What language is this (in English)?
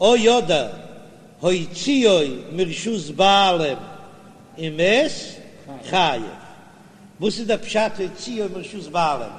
Yiddish